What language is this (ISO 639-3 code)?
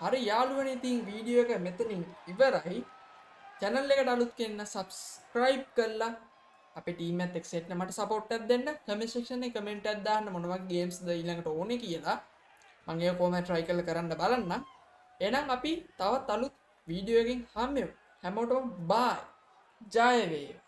sin